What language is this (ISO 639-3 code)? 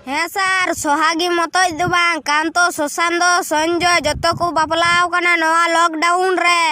sat